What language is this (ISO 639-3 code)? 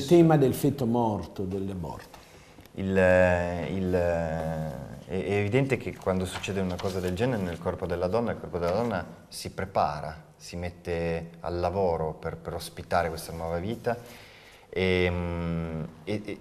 ita